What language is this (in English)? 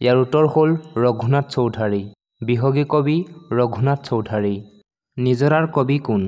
Assamese